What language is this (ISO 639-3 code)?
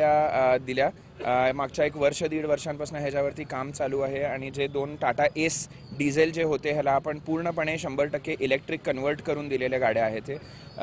mar